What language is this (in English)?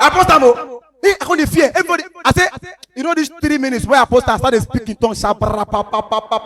Nigerian Pidgin